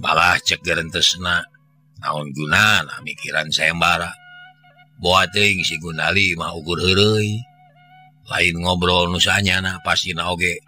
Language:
Sundanese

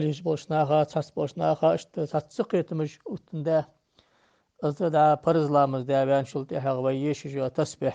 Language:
Ingush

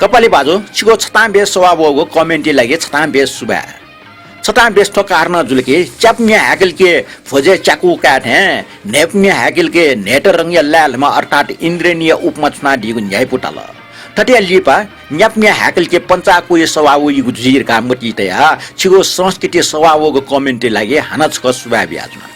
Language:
Newari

